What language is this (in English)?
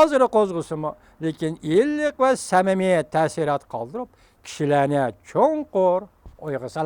Uyghur